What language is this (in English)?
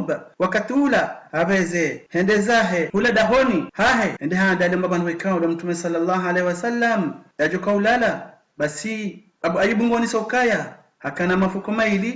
Ngazidja Comorian